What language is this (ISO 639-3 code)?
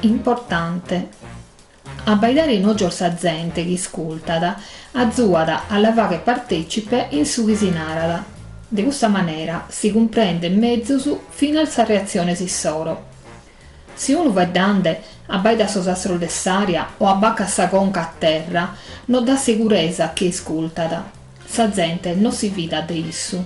srd